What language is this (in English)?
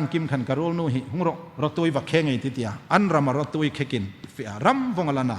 Hmar